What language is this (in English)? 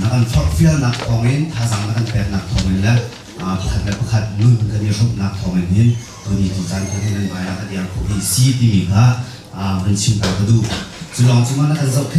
Hakha Chin